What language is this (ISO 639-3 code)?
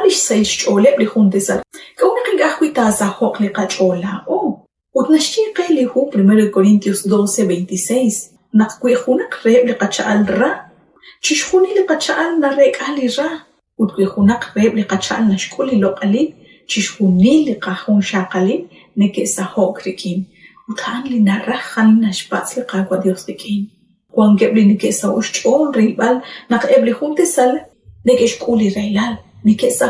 kek